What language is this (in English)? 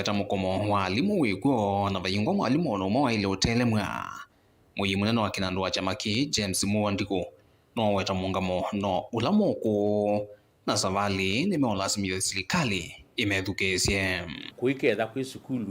Kamba